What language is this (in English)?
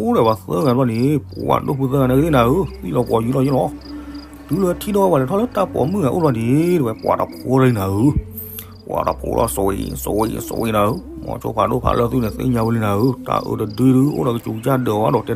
S'gaw Karen